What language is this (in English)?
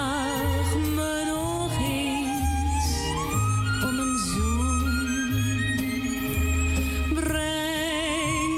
Dutch